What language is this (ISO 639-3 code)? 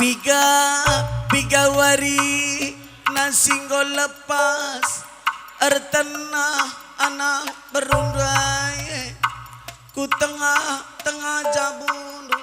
btx